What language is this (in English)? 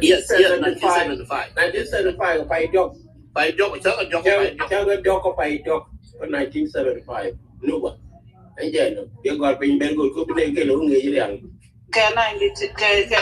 Nuer